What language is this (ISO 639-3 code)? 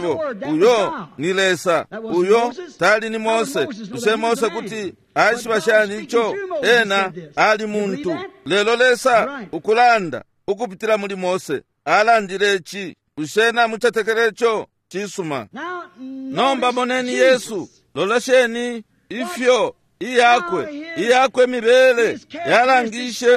bem